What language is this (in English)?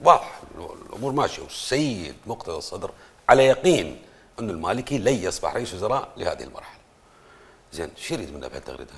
Mesopotamian Arabic